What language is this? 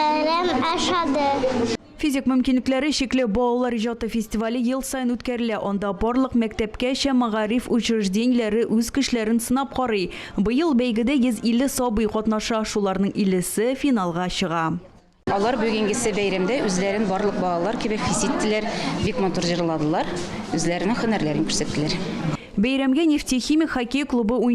Tatar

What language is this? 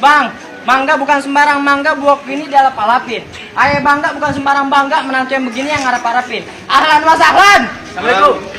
Betawi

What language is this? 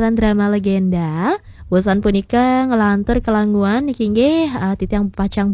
Balinese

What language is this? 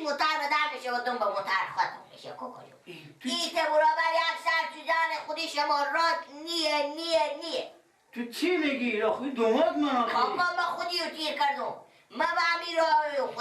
Persian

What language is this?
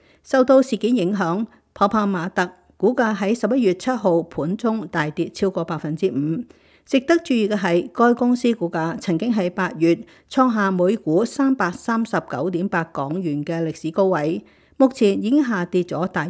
Cantonese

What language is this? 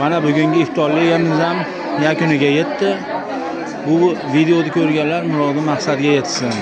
Uzbek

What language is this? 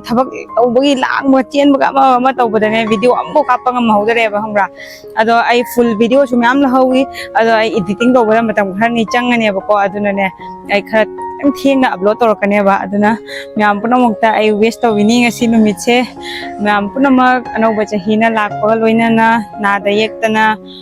Manipuri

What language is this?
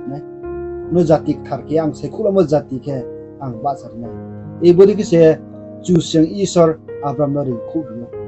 Riang (India)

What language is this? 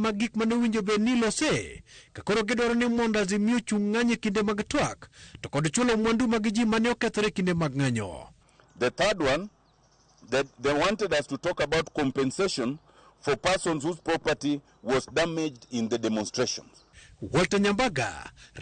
Luo (Kenya and Tanzania)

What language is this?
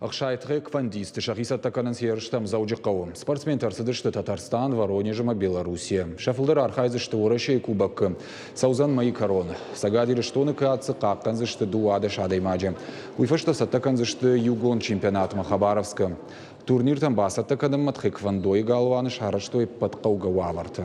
Ossetic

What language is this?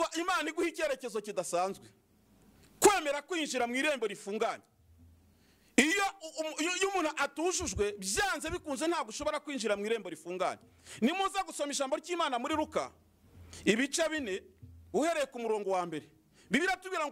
Kinyarwanda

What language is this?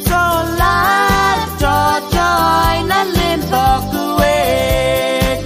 Pohnpeian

